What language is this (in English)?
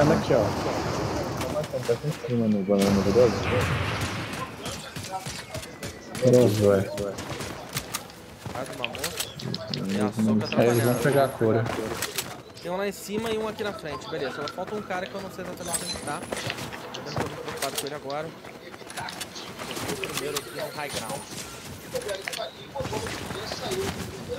Portuguese